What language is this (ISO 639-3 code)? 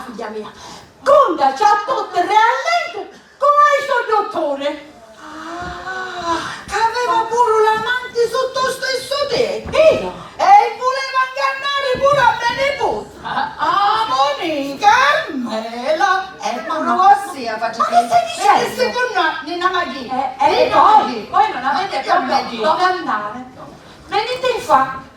scn